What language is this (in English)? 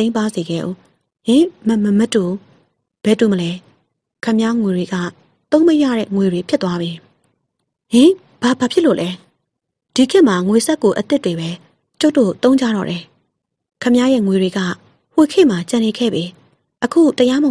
Burmese